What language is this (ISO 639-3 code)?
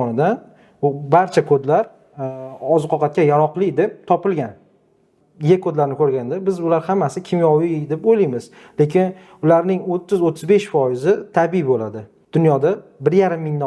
uzb